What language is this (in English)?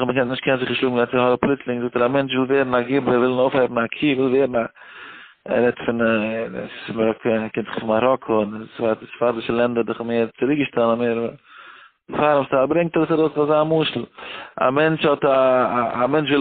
Yiddish